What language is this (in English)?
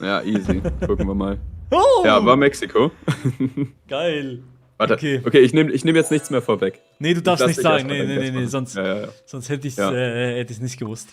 Swiss German